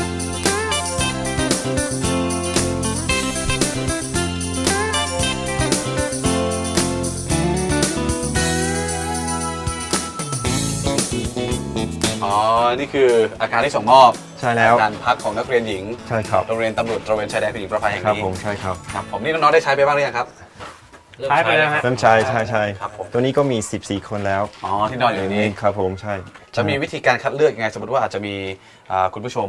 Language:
Thai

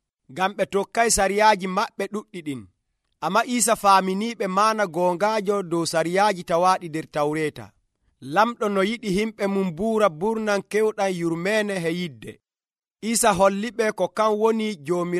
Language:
Nigerian Fulfulde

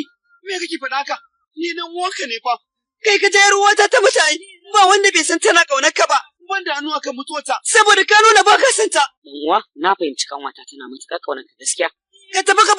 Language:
Hausa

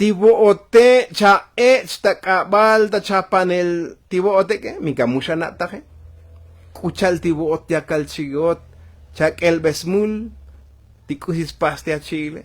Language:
Tzotzil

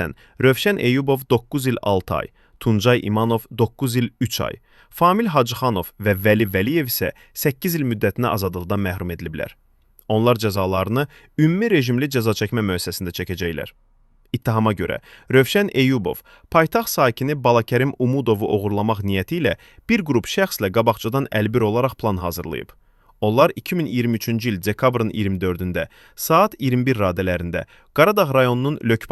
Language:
Azerbaijani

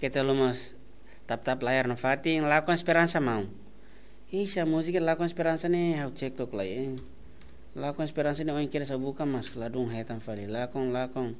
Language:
Tetum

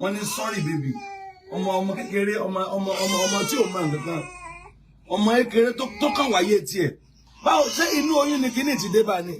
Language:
Yoruba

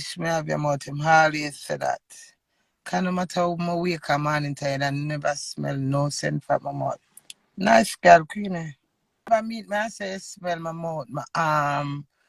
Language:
Jamaican Creole English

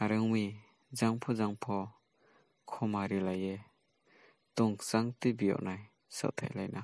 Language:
Riang (India)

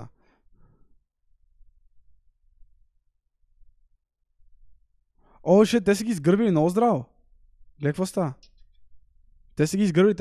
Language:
Bulgarian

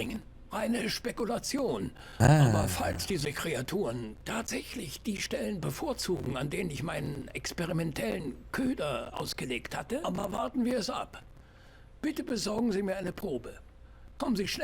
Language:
Swiss German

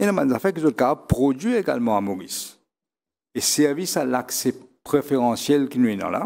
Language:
Morisyen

